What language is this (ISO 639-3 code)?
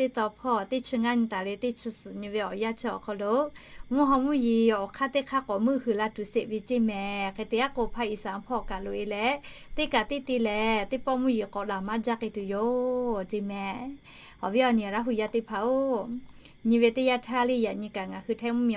lhu